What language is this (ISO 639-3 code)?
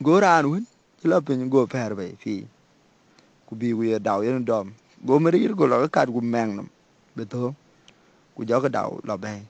din